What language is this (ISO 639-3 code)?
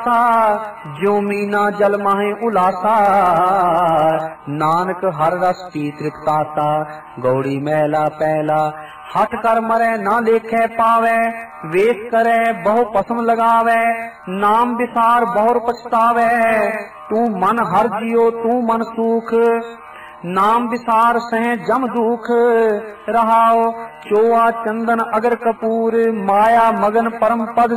pan